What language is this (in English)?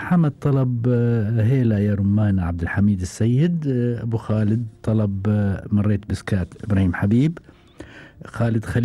Gulf Arabic